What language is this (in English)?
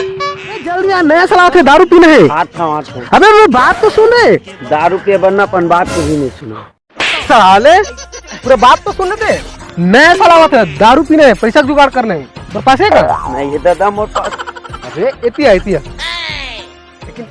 Chhattisgarhi